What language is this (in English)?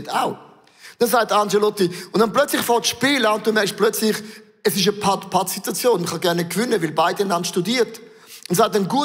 Swiss German